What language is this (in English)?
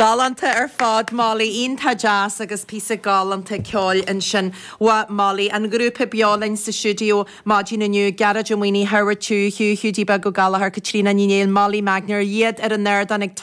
Irish